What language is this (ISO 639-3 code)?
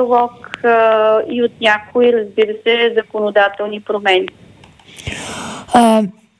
bul